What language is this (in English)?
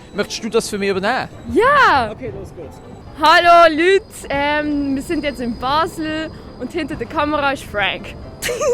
Swiss German